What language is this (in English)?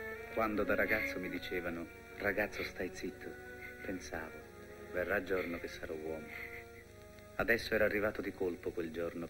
Italian